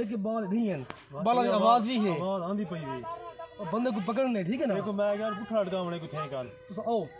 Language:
Saraiki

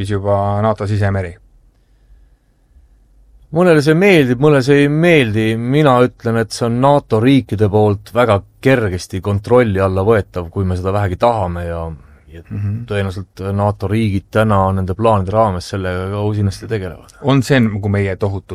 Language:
Estonian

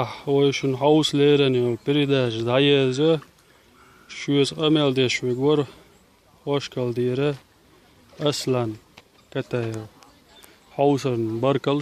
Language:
Chechen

